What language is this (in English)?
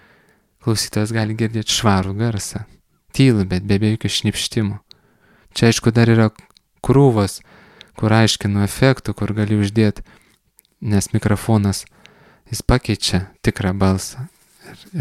Lithuanian